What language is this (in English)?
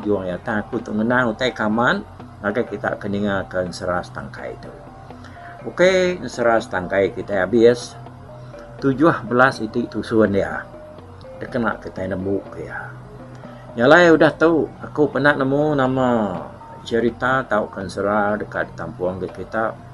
Iban